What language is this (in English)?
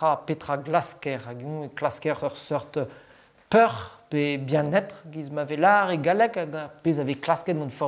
Breton